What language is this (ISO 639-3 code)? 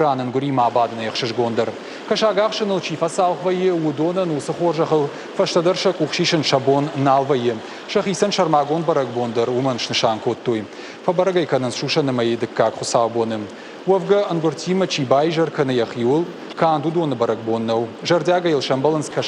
oss